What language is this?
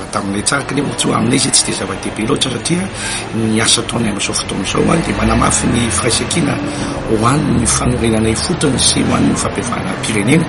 Malagasy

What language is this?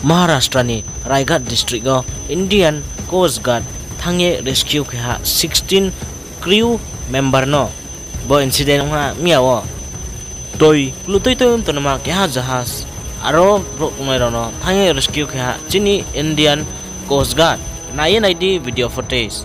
Riang (India)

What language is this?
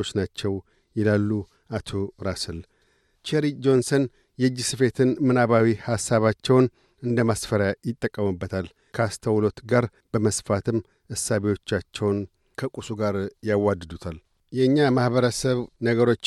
Amharic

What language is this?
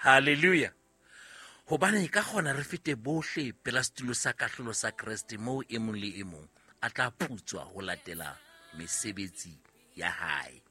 Southern Sotho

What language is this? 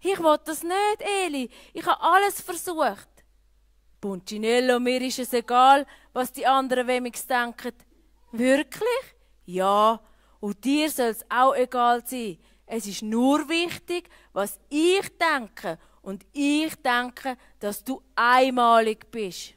Swiss German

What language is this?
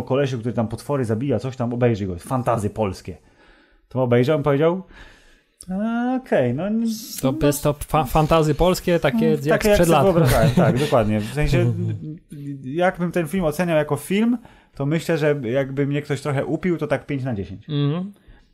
Polish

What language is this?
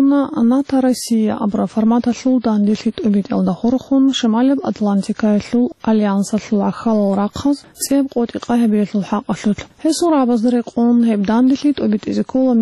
Avaric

